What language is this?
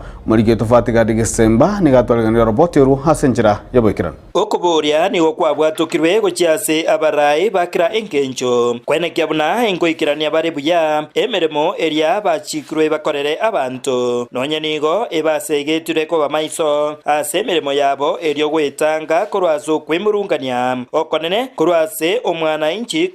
Gusii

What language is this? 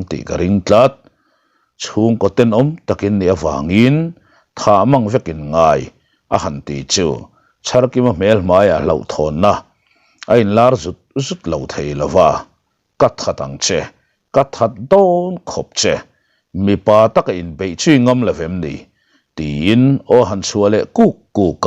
Mizo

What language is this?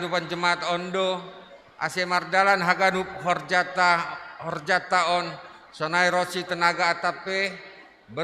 Batak Simalungun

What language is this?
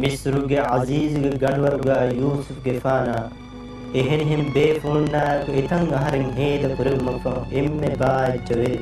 Divehi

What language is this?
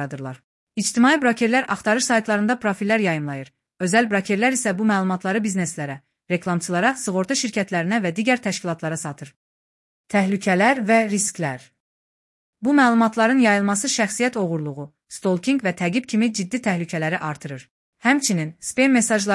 Azerbaijani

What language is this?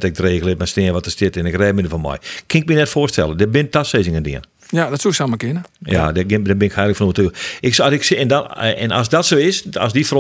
Western Frisian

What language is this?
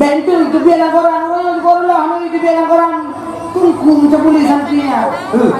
Achinese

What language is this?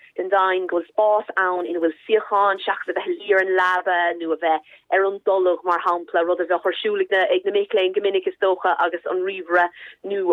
Irish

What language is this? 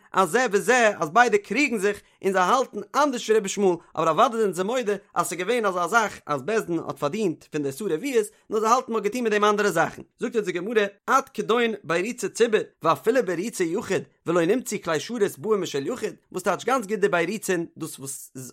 Yiddish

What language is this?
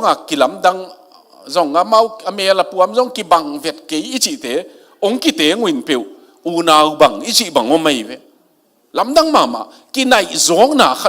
Tedim Chin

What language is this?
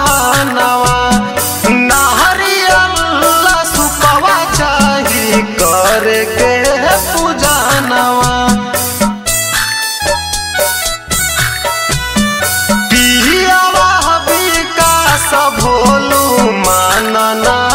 Bhojpuri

